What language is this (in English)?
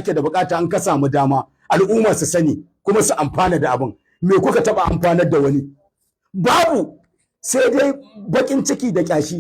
Hausa